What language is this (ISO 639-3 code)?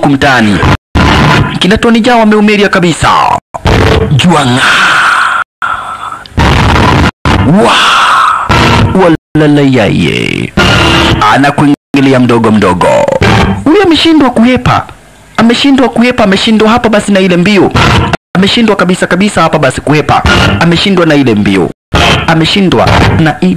swa